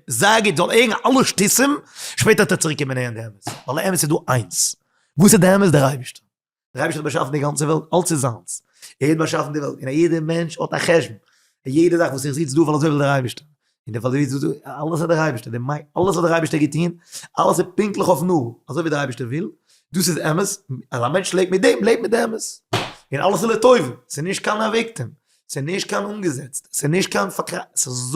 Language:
Yiddish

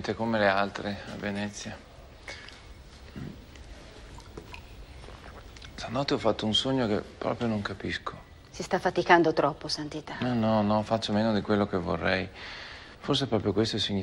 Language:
Italian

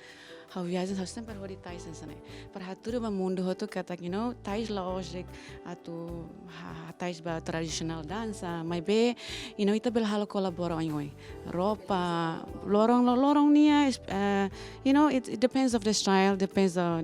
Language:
Tetum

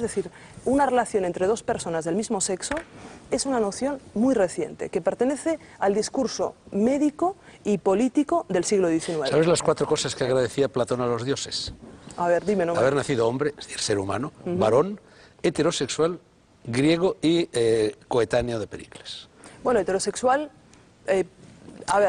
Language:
Spanish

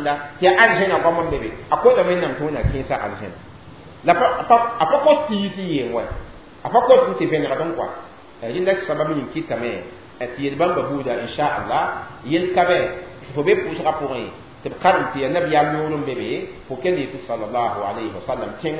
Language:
Mossi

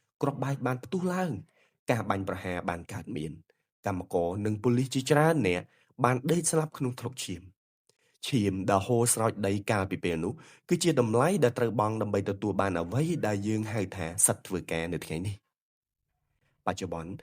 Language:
Khmer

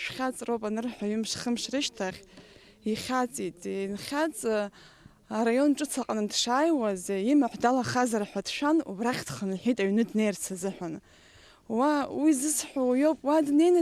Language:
Abkhazian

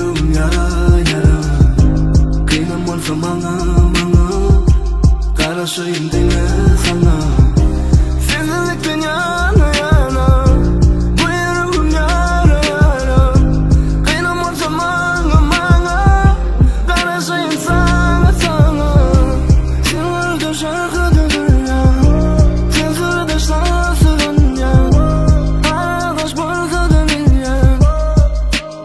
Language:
Turkish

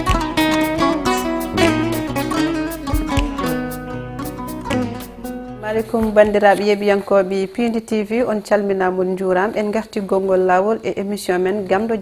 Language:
Fula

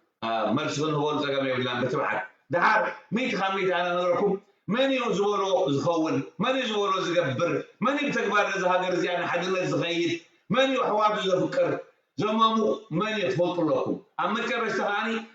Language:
Tigrinya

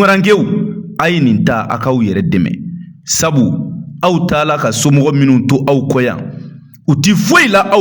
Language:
Bambara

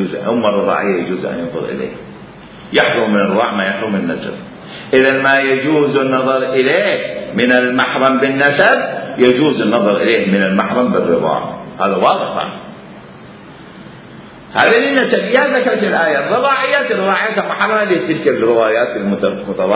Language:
Arabic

